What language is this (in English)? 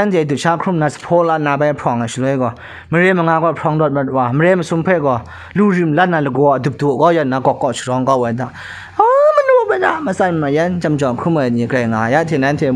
Kachin